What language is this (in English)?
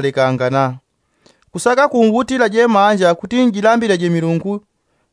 Yao